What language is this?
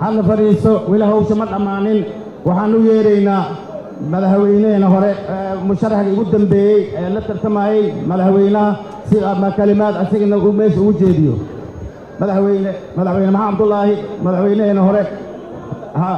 Somali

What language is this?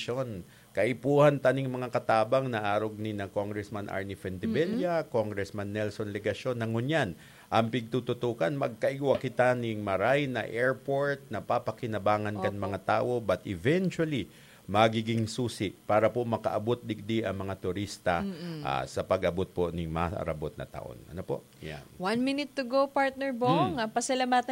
Bikol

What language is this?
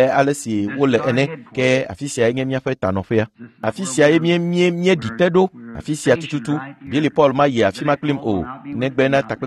Ewe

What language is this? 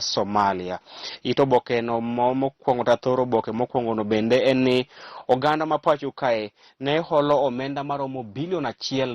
Luo (Kenya and Tanzania)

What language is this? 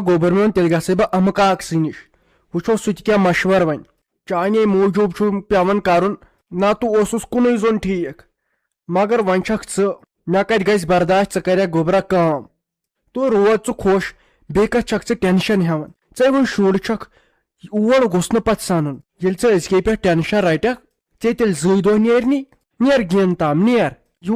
Kashmiri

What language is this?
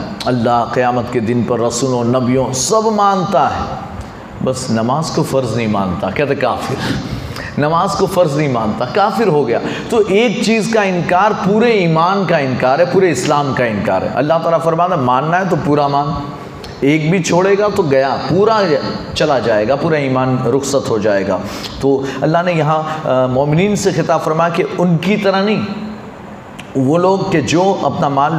Urdu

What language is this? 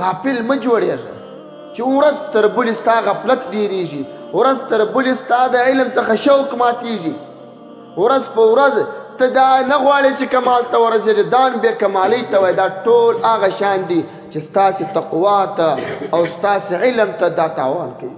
Pashto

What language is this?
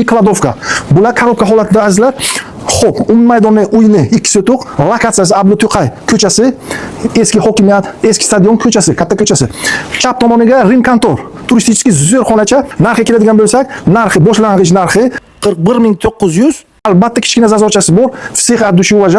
Uzbek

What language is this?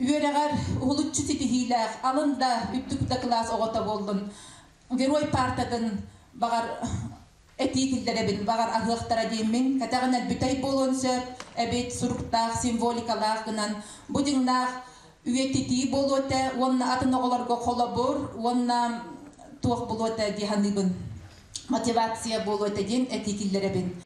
Yakut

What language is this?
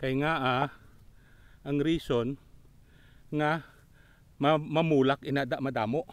Hiligaynon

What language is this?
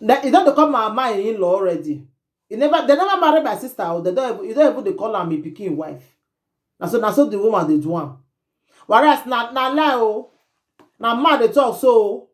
Nigerian Pidgin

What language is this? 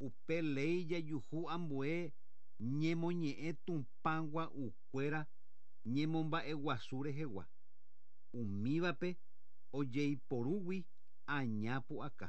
Guarani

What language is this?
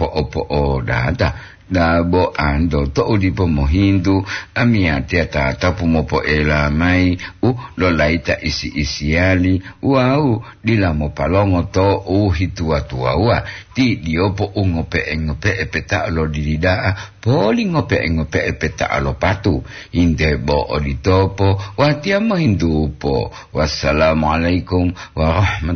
Gorontalo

